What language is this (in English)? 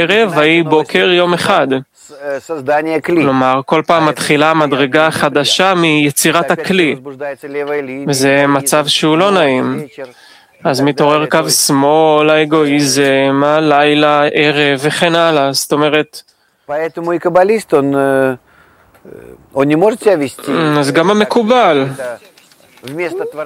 Hebrew